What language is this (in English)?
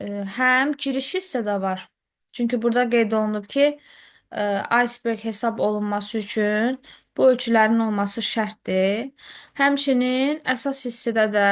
Azerbaijani